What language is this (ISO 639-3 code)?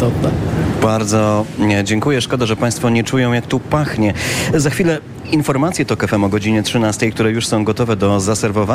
pol